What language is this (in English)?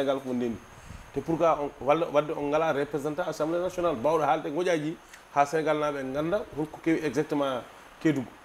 Fula